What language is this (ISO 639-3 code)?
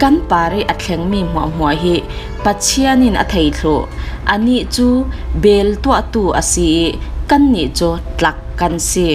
cfm